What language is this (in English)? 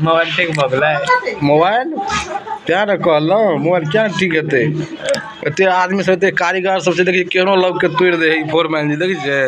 Maithili